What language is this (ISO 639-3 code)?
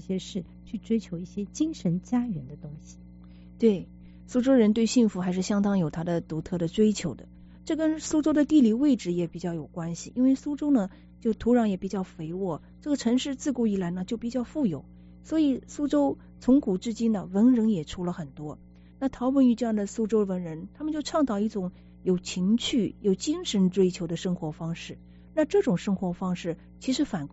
zho